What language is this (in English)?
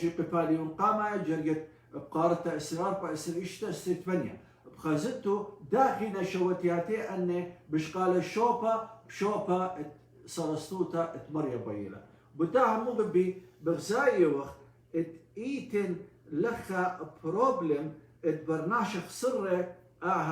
Assyrian Neo-Aramaic